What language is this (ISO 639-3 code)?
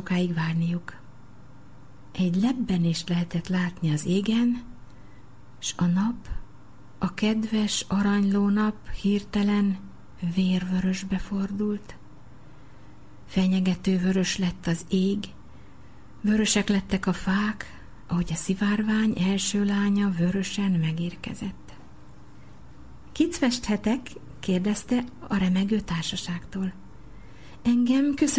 hun